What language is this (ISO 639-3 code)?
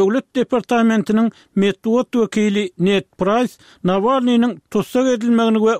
tuk